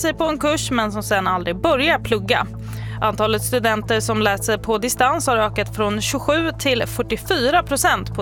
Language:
Swedish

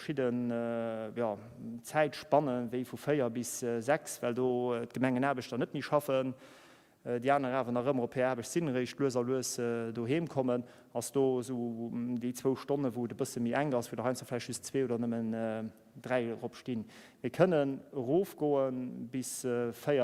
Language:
Luxembourgish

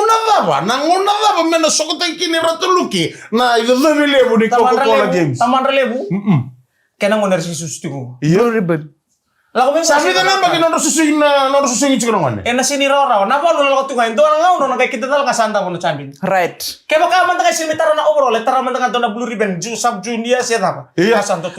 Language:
Fijian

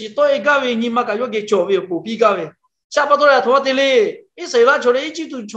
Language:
Lahu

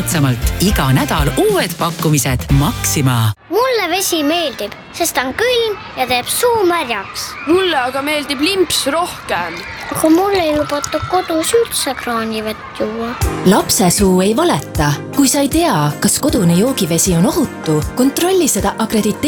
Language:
Estonian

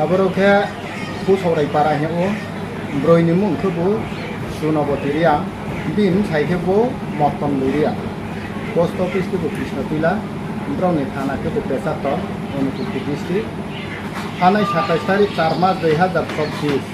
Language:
Riang (India)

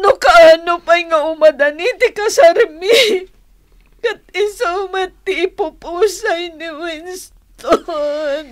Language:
Iloko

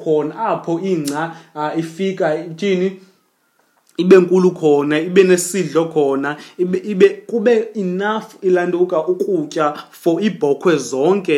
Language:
Xhosa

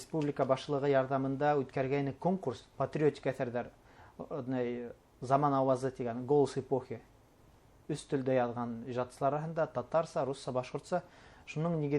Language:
Bashkir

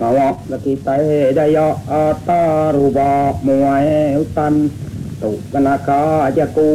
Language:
Iban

